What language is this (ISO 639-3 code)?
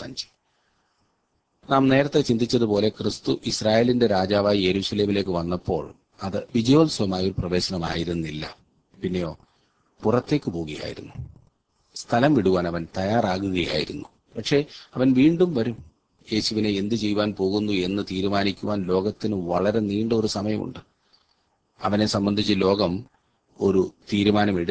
mal